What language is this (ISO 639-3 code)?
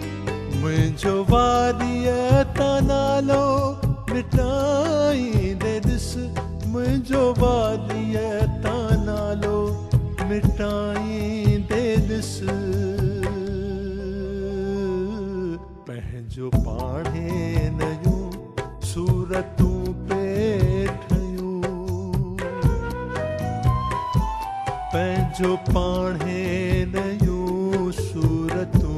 snd